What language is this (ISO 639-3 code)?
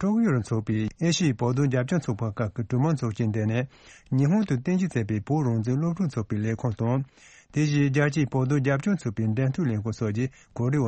bod